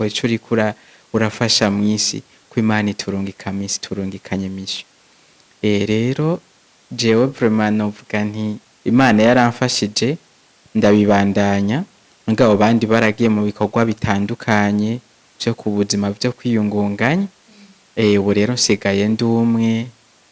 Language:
Rundi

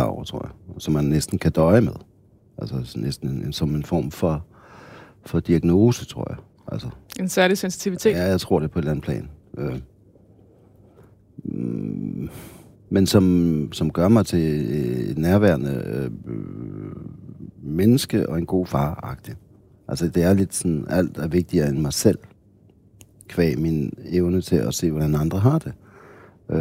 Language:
Danish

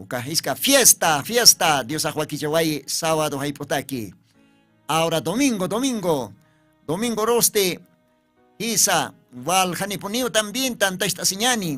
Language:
Aymara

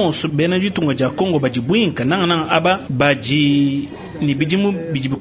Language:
Luba-Lulua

